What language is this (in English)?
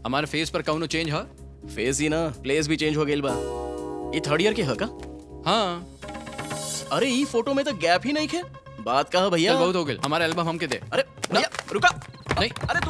Bhojpuri